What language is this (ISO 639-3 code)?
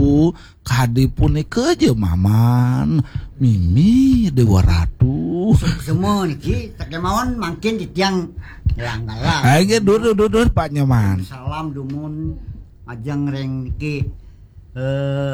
ban